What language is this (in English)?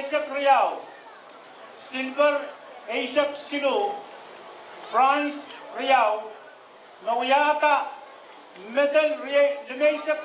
Pohnpeian